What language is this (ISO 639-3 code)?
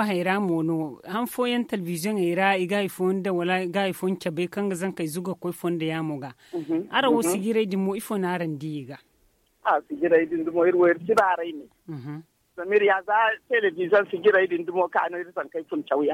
dje